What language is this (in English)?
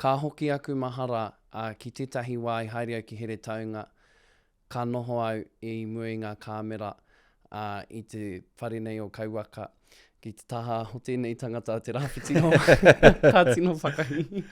Māori